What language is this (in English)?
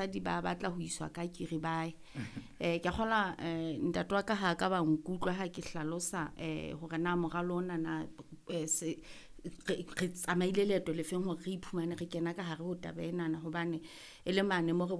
Southern Sotho